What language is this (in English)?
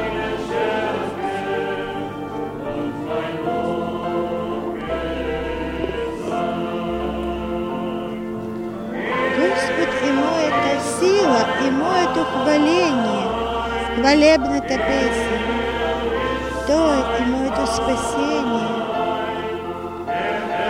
Bulgarian